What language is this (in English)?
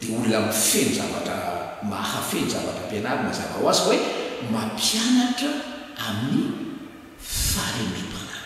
Malagasy